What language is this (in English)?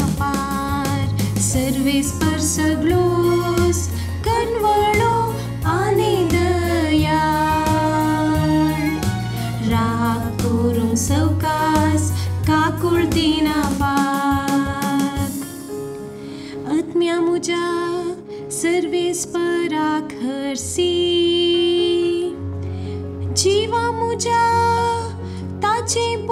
Konkani